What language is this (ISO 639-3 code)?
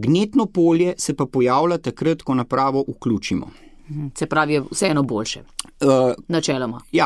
slv